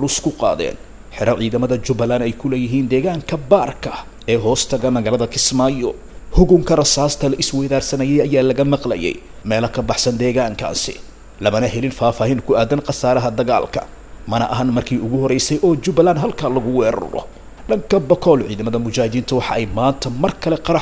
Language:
Somali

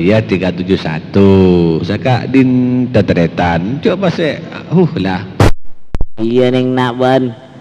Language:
Madurese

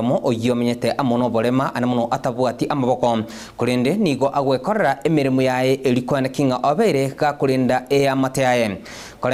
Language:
Gusii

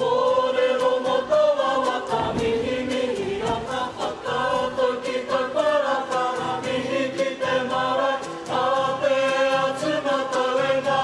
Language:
Māori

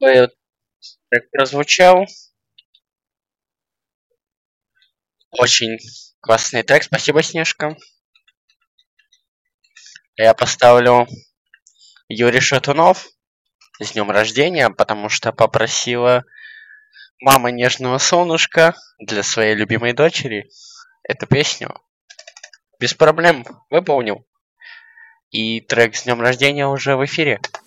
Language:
Russian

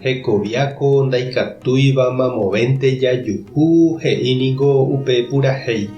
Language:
Guarani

